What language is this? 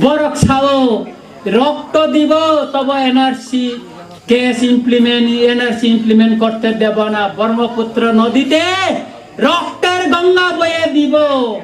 Kok Borok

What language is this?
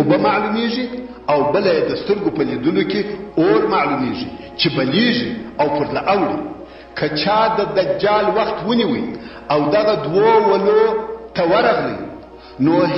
Pashto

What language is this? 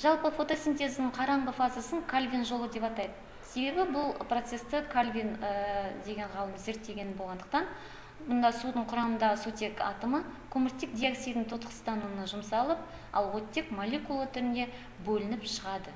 Kazakh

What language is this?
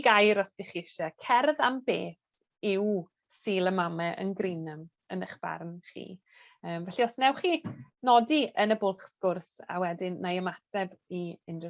Welsh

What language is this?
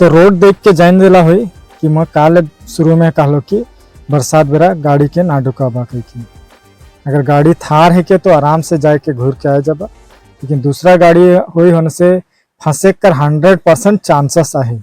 Sadri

